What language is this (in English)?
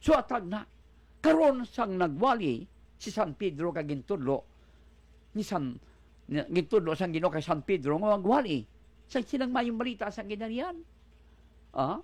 Hiligaynon